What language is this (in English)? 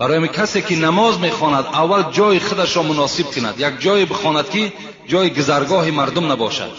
Tajik